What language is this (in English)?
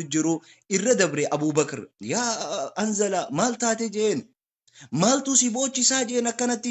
Oromo